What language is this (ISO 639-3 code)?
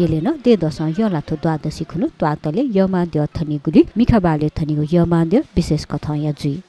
new